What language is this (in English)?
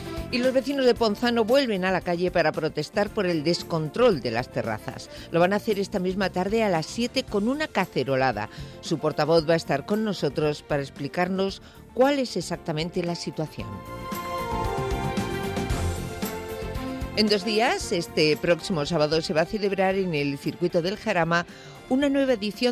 Spanish